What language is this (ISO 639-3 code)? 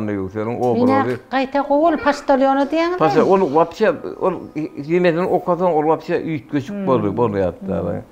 tuk